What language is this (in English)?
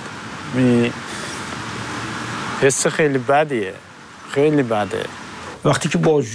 Persian